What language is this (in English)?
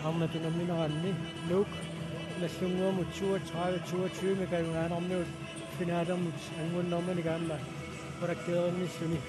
Kalaallisut